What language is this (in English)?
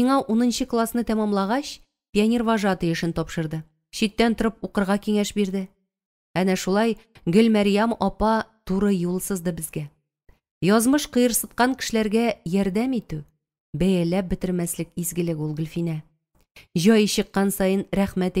Tatar